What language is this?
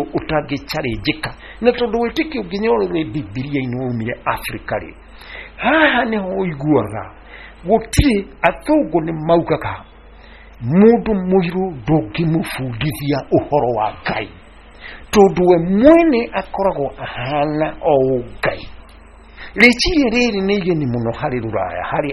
Kikuyu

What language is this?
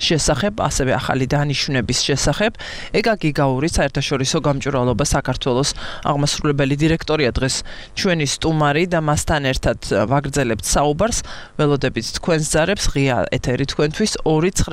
Georgian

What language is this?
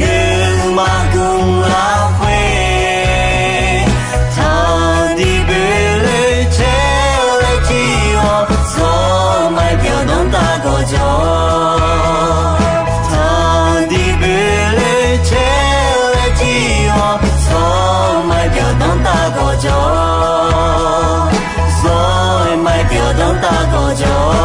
Akha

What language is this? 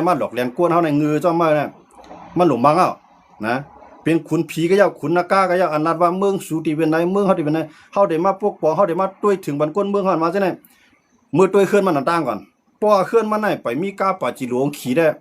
Shan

